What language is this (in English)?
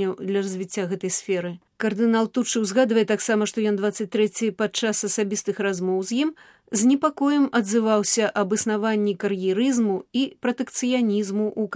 Belarusian